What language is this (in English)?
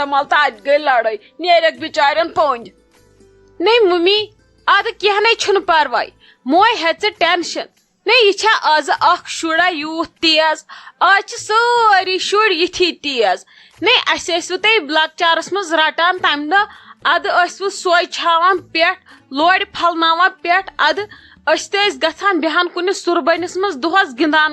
Kashmiri